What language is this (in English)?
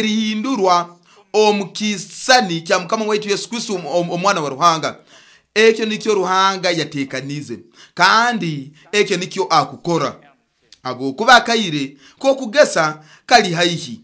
Nyoro